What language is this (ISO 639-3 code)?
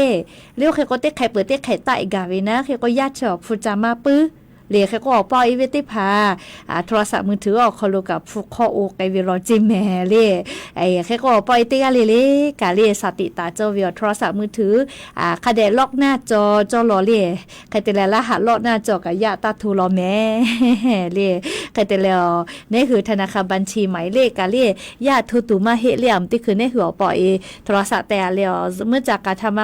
lhu